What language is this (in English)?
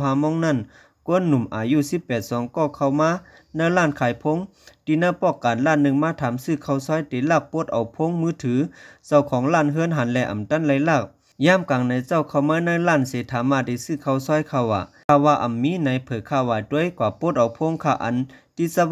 Shan